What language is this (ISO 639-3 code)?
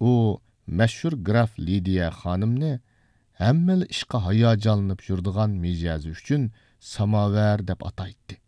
uig